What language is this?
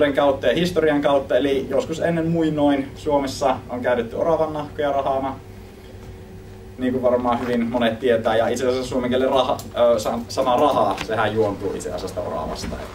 Finnish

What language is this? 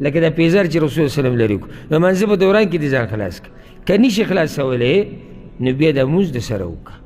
Pashto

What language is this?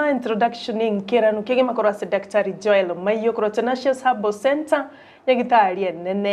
Gusii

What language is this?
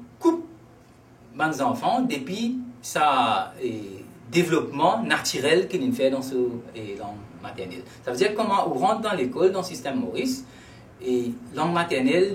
Morisyen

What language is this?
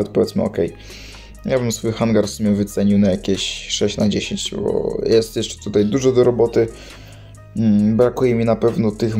Polish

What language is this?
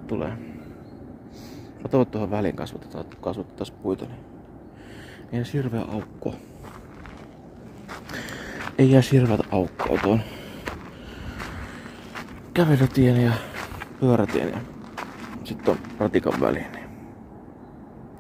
Finnish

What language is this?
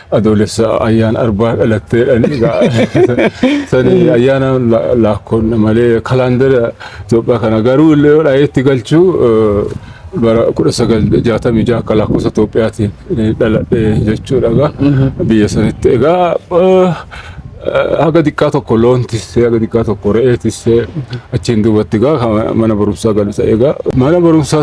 Oromo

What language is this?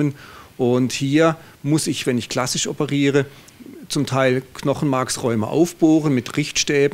Swiss German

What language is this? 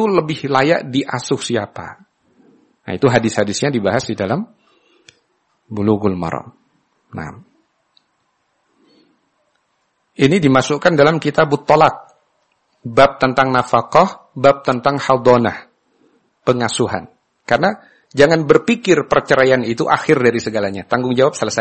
Indonesian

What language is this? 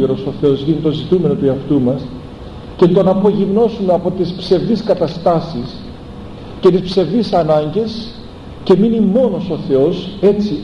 Greek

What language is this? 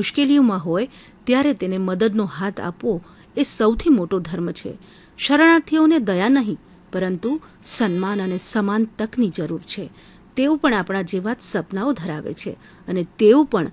Gujarati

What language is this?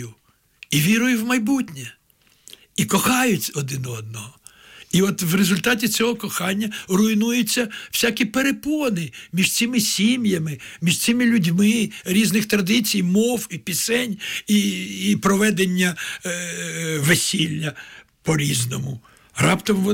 Ukrainian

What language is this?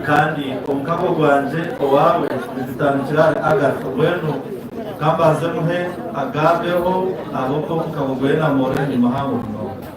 Nyankole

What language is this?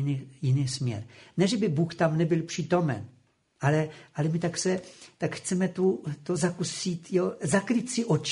Czech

